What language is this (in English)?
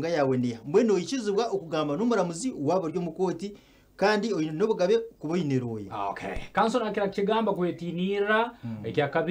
Nyankole